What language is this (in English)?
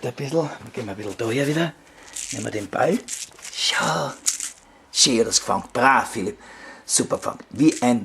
Bavarian